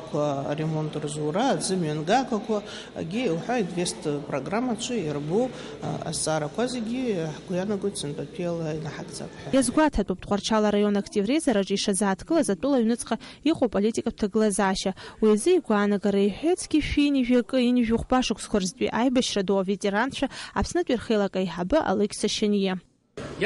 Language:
Abkhazian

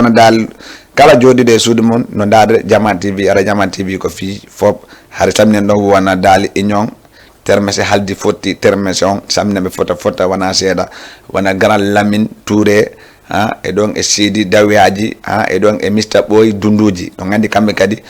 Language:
Fula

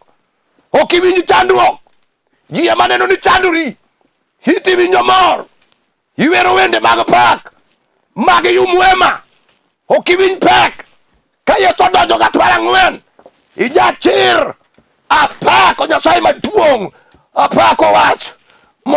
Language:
Luo (Kenya and Tanzania)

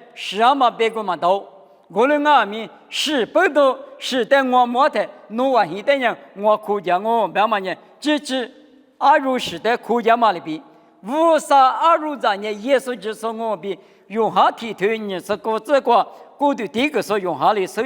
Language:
Lisu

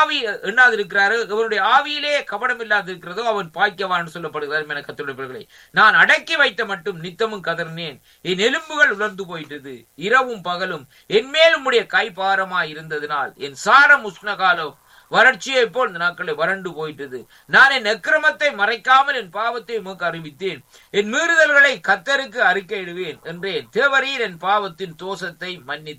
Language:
Tamil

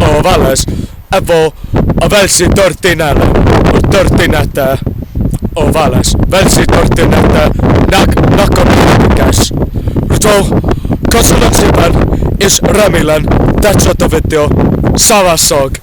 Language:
Welsh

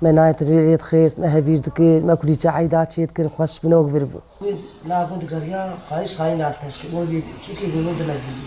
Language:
Kurdish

